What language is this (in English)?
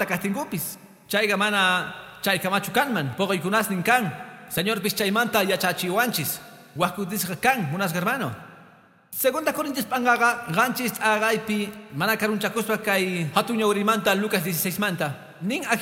Quechua